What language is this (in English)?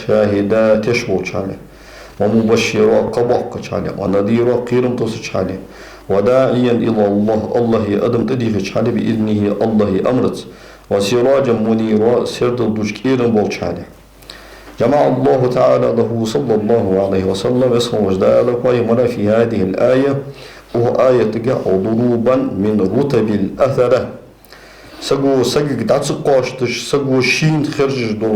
Ingush